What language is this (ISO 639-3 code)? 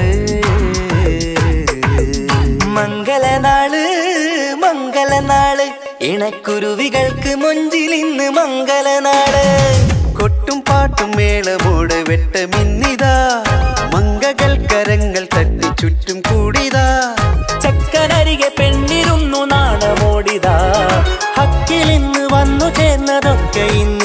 mal